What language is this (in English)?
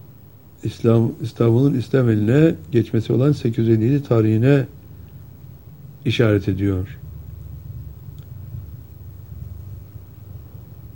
Turkish